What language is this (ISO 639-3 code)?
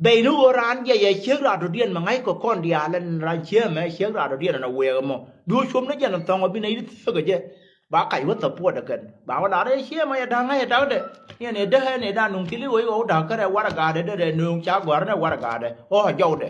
nus